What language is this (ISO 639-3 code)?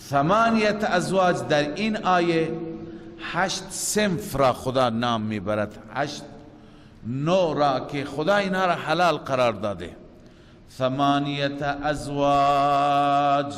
fas